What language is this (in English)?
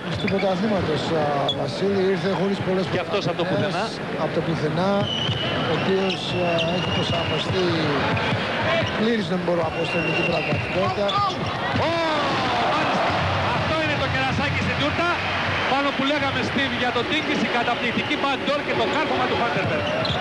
Greek